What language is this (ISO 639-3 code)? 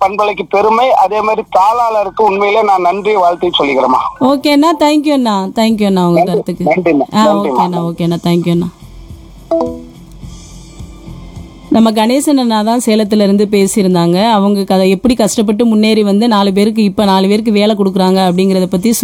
tam